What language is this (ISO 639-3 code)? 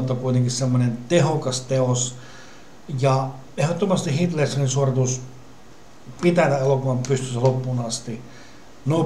fin